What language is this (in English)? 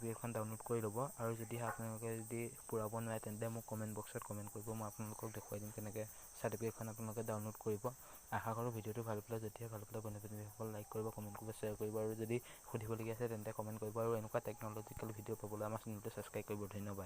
Assamese